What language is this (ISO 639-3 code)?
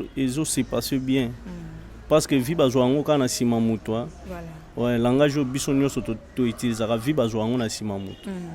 lin